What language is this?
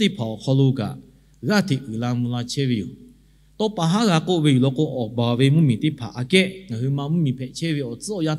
Lahu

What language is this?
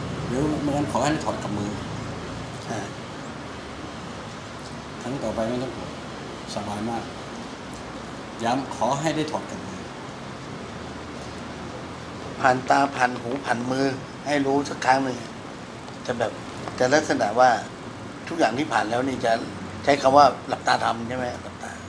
Thai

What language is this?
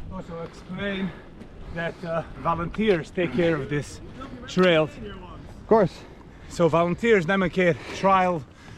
Yiddish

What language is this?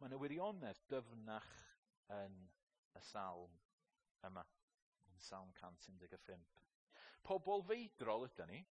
Welsh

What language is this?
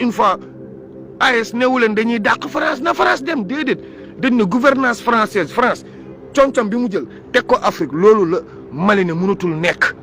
Wolof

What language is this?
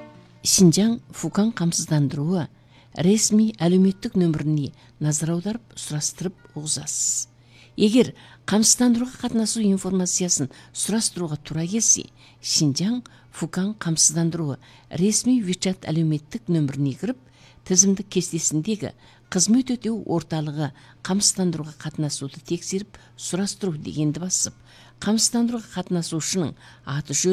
Kazakh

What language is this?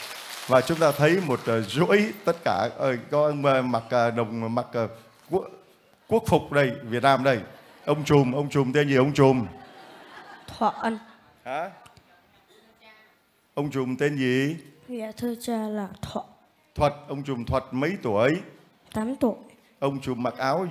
Vietnamese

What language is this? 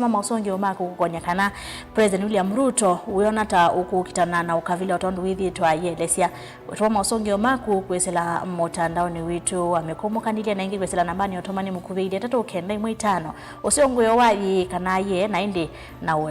Kamba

